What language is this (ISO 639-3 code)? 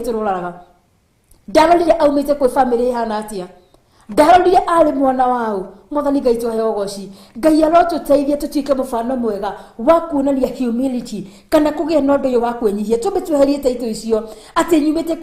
kik